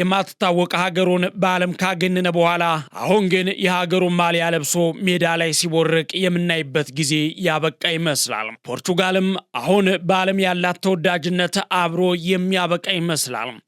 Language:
Amharic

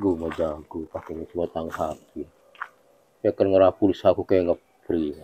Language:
Madurese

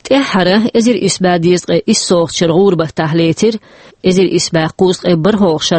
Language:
Chechen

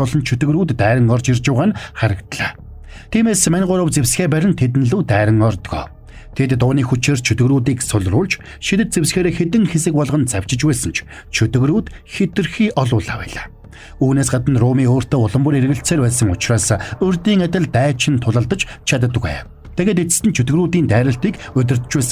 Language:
Mongolian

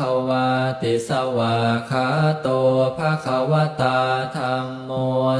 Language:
Pali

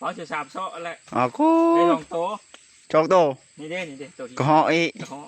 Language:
Lao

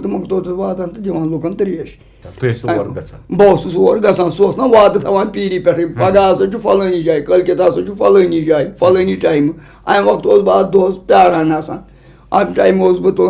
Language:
Kashmiri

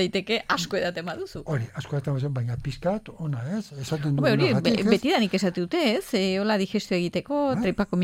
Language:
Basque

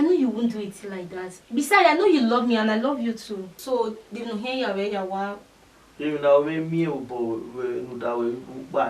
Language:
Bini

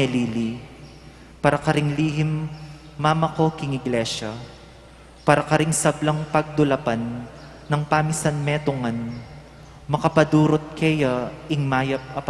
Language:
Pampanga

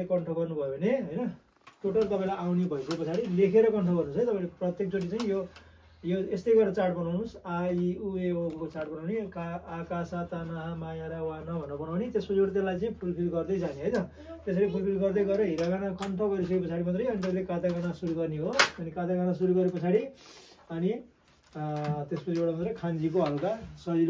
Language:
Nepali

